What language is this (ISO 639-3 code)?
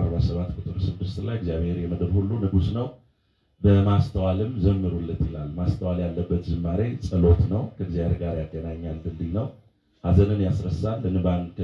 amh